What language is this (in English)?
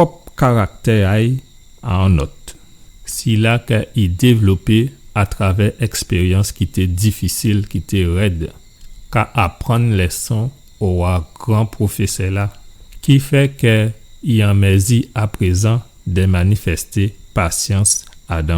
Guadeloupean Creole French